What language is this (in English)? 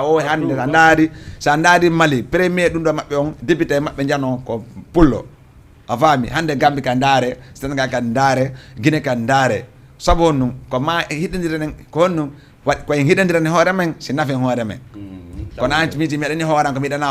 Fula